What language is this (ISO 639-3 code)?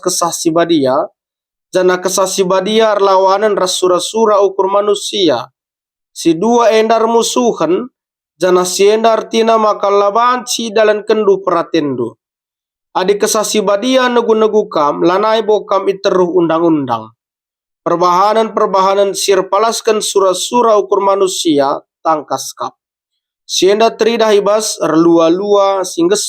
btx